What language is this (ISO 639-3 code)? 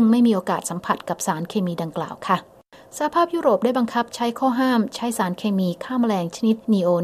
tha